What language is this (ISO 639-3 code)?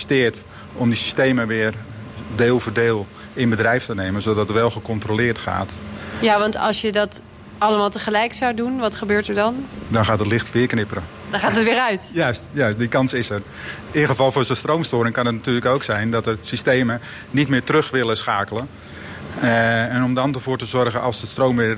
nld